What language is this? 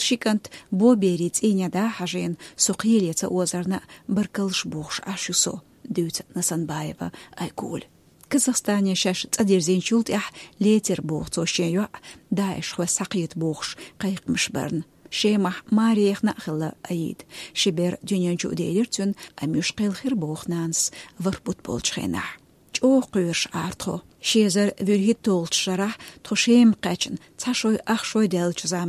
Chechen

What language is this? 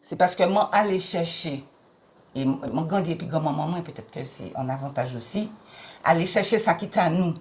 Guadeloupean Creole French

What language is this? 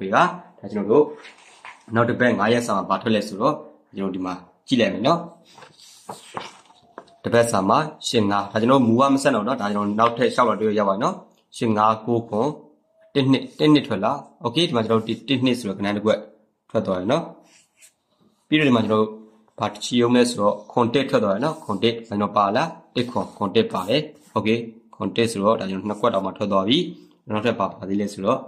Burmese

